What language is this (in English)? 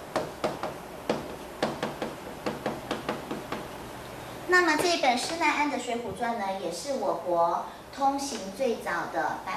Chinese